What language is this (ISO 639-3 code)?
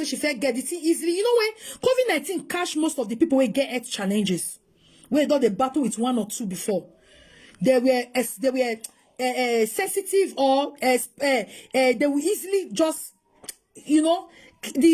pcm